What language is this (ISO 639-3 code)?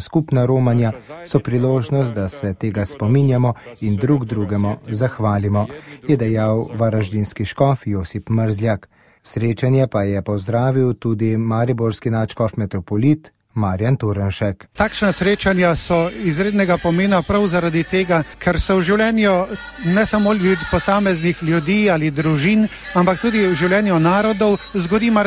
slv